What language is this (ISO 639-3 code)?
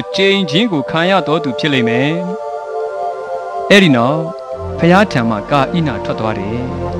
mya